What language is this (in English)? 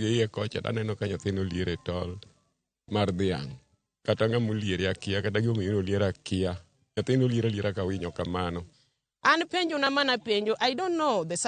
Luo (Kenya and Tanzania)